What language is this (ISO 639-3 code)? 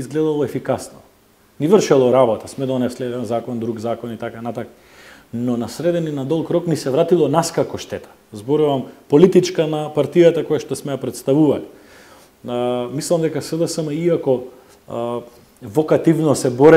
mkd